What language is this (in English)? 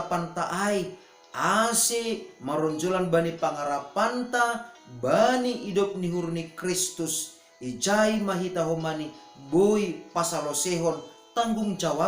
Batak Simalungun